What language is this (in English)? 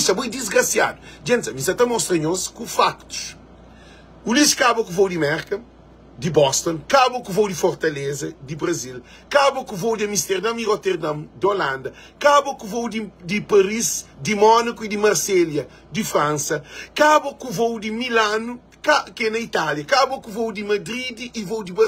Kabuverdianu